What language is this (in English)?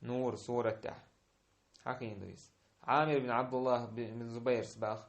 Chechen